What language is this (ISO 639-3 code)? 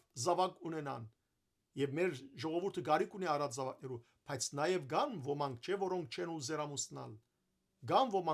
hyw